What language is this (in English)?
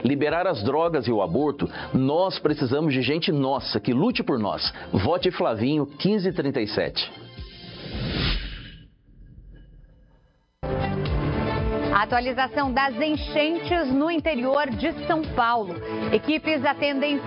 Portuguese